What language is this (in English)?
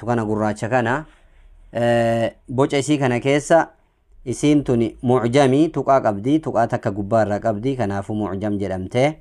Oromo